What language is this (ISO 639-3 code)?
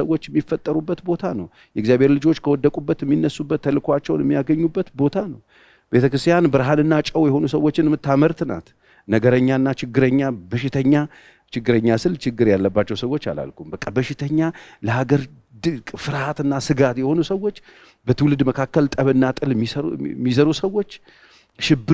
amh